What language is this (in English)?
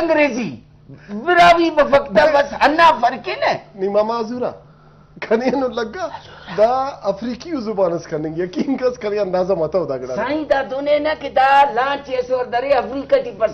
Brahui